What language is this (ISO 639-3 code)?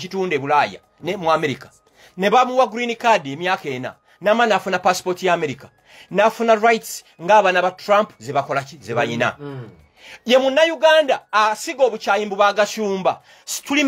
lug